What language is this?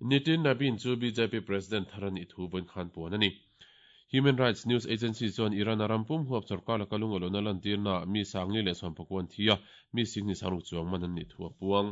Mizo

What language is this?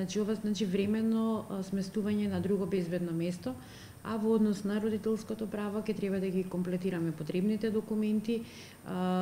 Macedonian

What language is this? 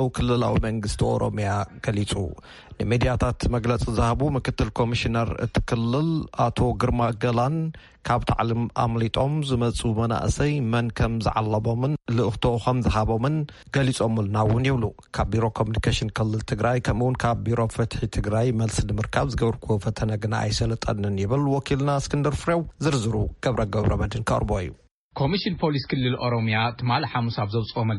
Tigrinya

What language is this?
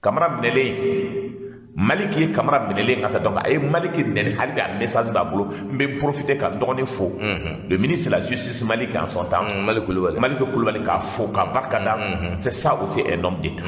Bambara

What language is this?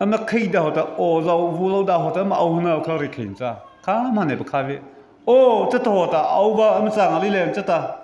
Mara Chin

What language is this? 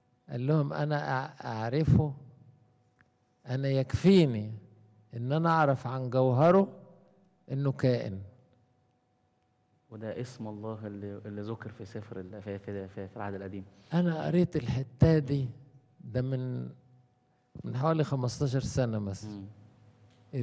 Egyptian Arabic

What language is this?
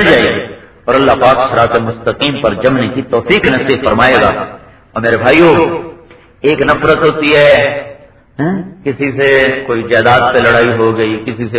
Urdu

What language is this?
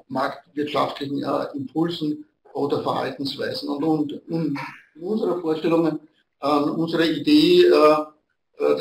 German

